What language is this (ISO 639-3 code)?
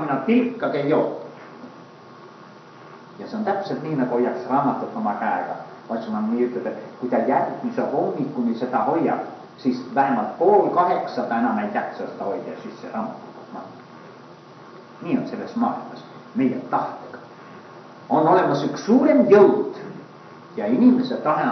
est